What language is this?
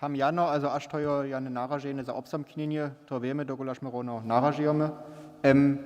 Upper Sorbian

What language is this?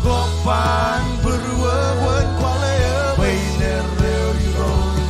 Marshallese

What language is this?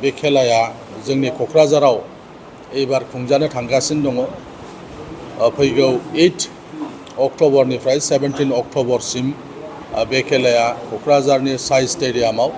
Bodo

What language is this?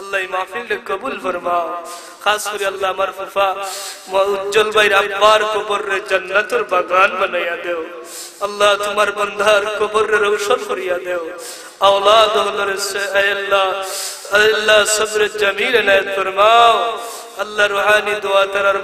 Sylheti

